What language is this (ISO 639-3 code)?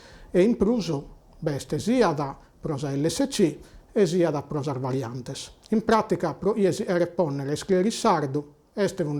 srd